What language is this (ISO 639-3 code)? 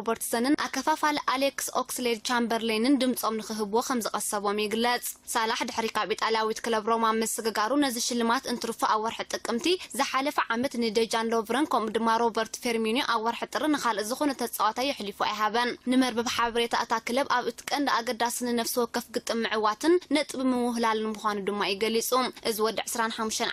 tir